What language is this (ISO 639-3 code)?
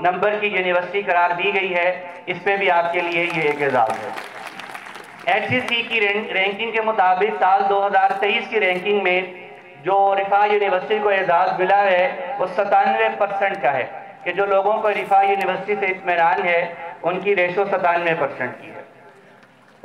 urd